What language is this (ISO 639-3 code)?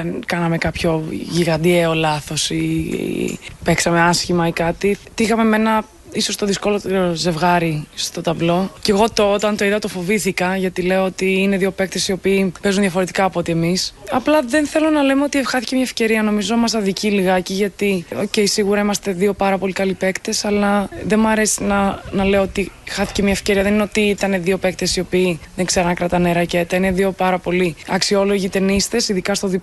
ell